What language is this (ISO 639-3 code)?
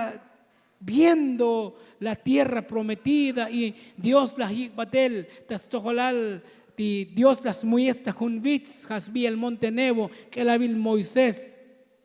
tzo